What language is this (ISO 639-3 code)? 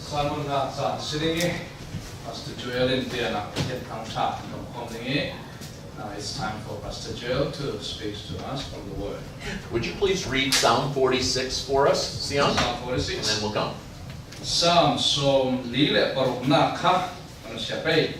cfm